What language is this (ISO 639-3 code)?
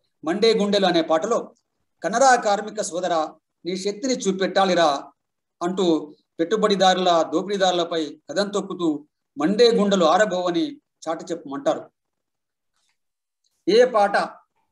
tel